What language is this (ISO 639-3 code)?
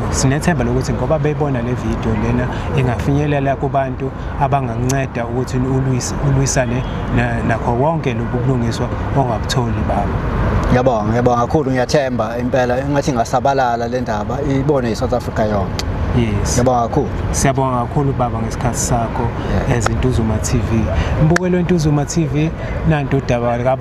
zul